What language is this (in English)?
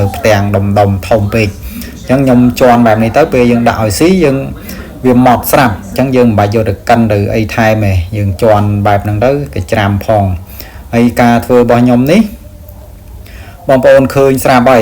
Khmer